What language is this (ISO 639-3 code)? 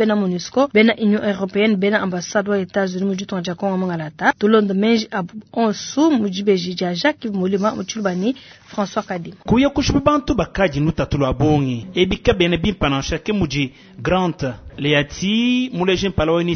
lua